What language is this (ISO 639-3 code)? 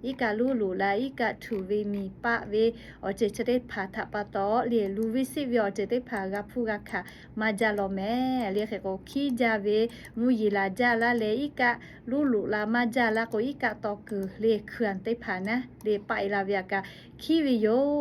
lhu